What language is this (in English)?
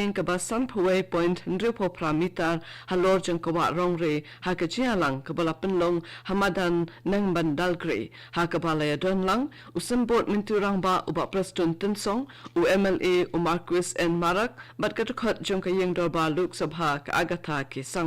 Khasi